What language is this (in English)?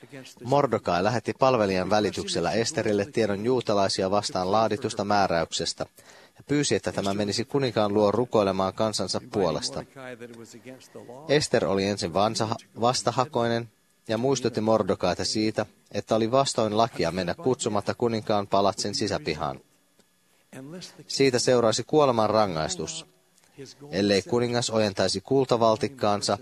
Finnish